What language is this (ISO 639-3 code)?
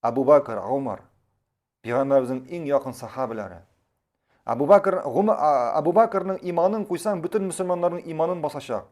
tat